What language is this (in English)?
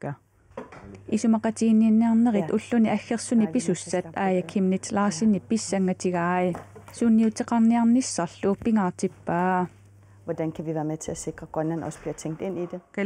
Kalaallisut